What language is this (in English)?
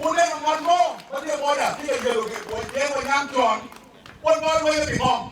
Acoli